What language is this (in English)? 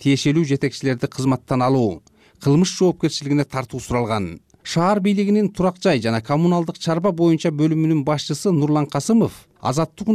Kyrgyz